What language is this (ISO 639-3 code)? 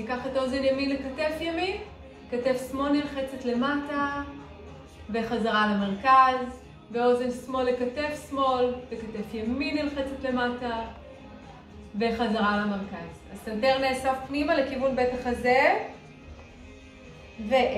heb